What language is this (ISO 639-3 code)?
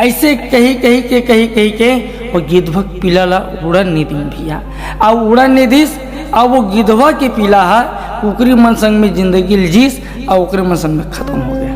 hne